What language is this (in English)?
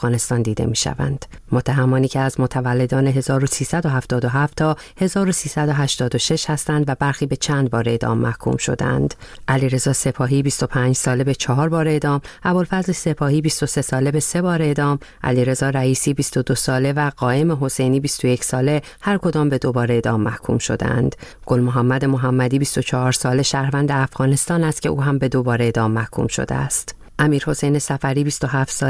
Persian